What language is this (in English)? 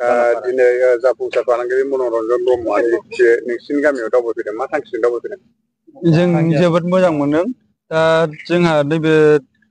Bodo